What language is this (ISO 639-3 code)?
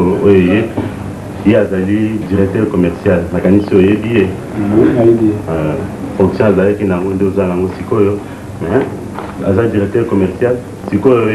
lin